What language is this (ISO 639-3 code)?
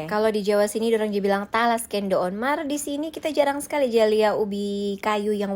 xmm